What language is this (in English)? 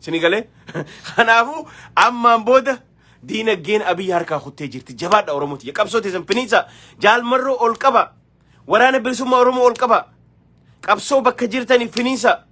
Oromo